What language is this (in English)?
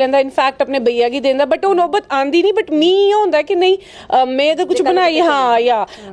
Dogri